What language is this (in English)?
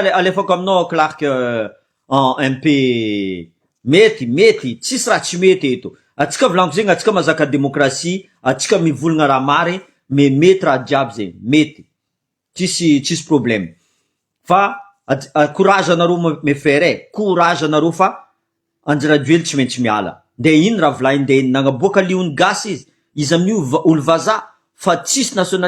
Malagasy